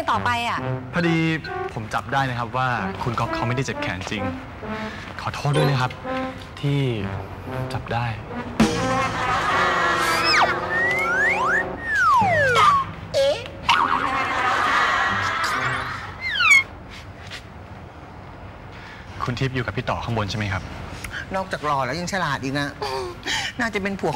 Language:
Thai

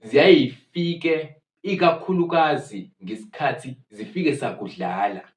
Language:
Zulu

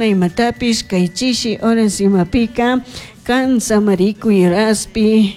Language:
Chimborazo Highland Quichua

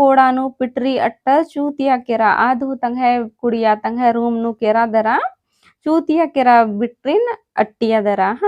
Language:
Kurukh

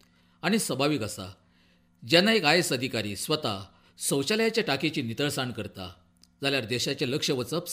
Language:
Konkani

